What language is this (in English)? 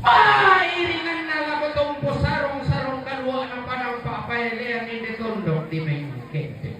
Toraja-Sa'dan